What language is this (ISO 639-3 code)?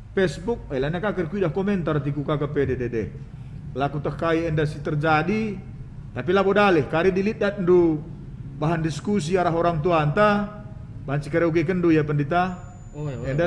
btx